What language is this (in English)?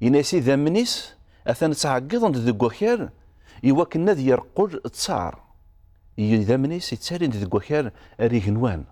Kabyle